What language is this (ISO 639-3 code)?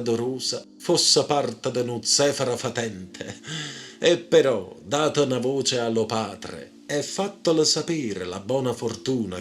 nap